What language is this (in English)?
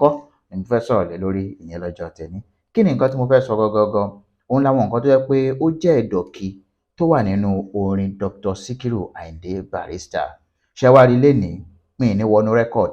Yoruba